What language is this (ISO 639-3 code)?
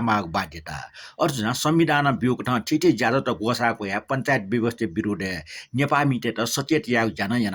new